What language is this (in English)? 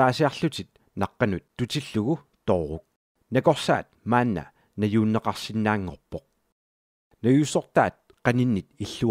Kalaallisut